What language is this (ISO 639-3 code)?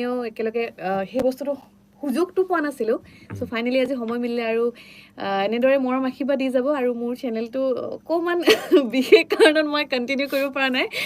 asm